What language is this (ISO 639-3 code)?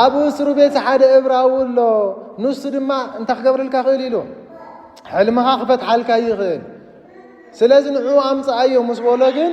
tir